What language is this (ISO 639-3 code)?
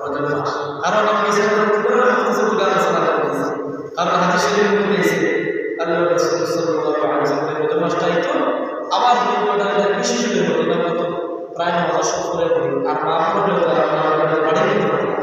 syl